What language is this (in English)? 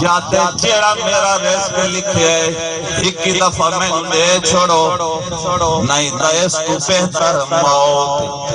Saraiki